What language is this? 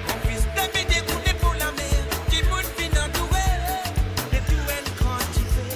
Morisyen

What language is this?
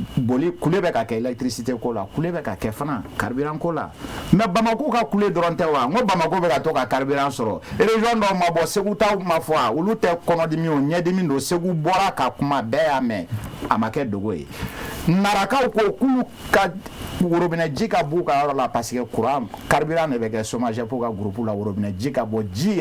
Bambara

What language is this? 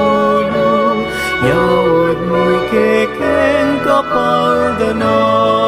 Pampanga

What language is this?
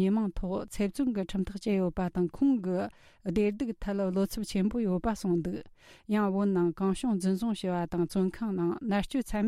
Tibetan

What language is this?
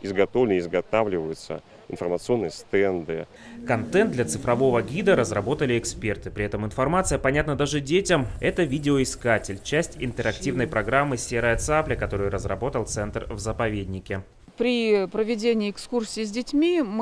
Russian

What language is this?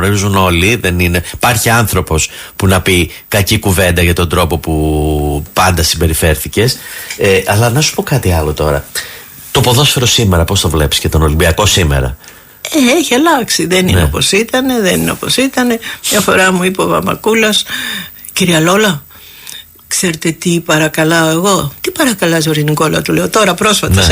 Greek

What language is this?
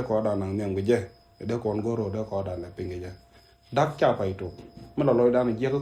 Nuer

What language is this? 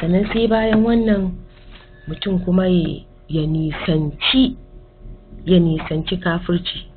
Hausa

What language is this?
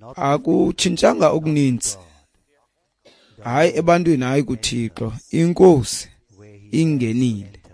Xhosa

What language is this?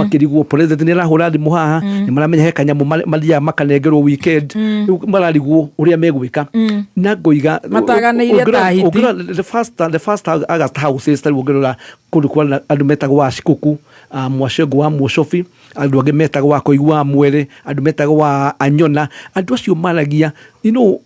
Kikuyu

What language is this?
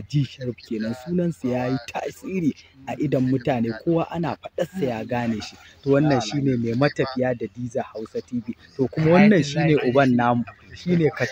Hausa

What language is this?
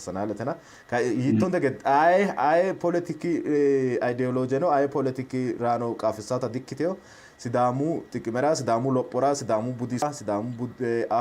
Sidamo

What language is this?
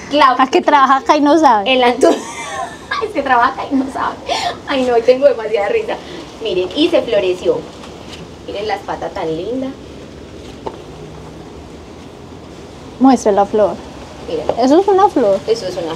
Spanish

